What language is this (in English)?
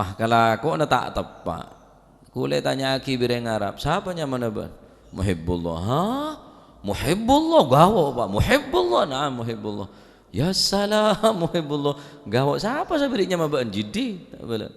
Madurese